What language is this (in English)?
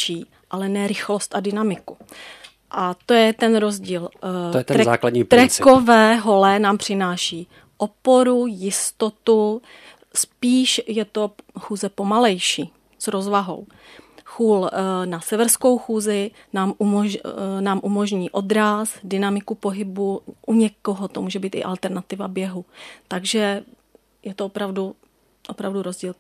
Czech